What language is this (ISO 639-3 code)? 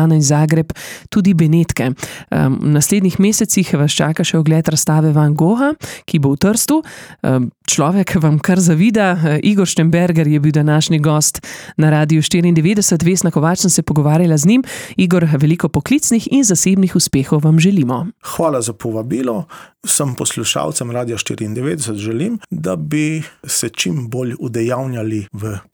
slv